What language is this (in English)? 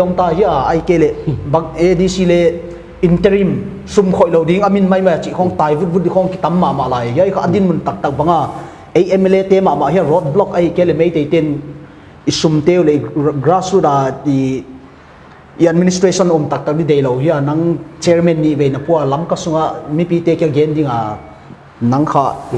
Paite Chin